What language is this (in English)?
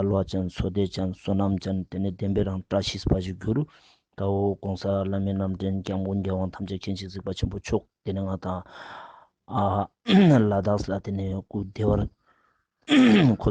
Ladakhi